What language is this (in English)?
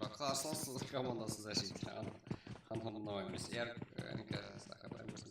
Kara-Kalpak